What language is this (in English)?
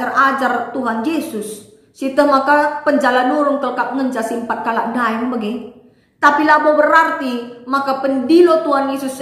Batak Karo